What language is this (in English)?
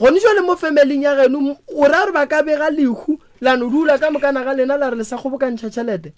Northern Sotho